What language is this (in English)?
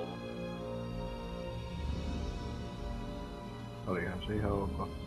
Finnish